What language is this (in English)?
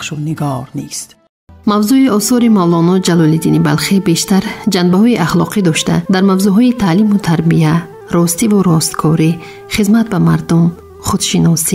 Tajik